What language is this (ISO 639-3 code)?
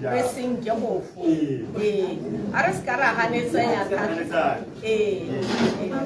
tsn